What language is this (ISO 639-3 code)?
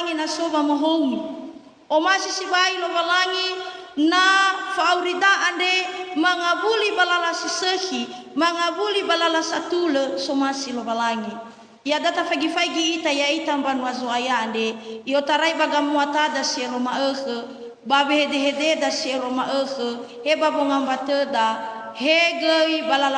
nia